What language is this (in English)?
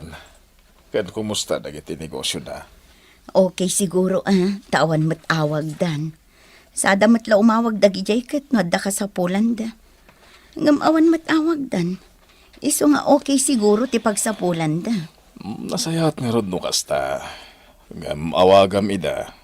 Iloko